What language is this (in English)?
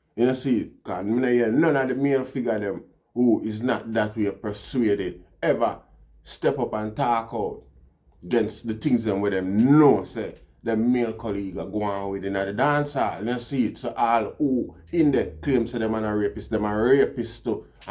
Jamaican Creole English